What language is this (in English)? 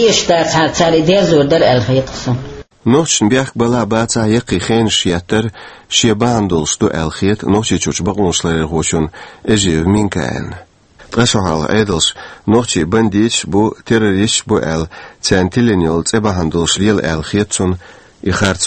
Chechen